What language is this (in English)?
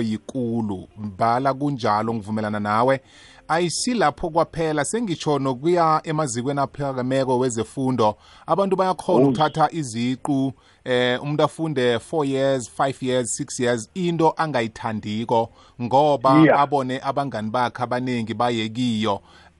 South Ndebele